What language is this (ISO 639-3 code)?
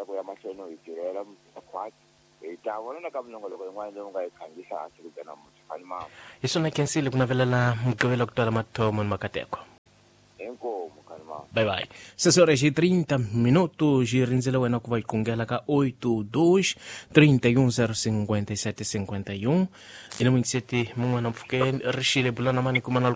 tso